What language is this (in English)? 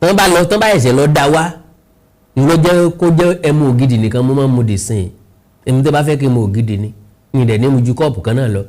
Yoruba